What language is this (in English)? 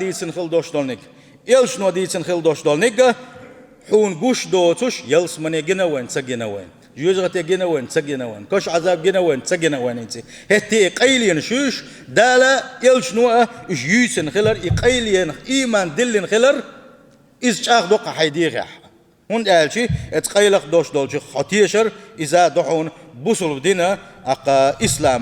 Chechen